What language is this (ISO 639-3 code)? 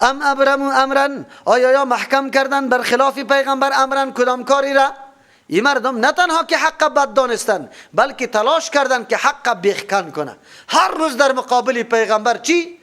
fas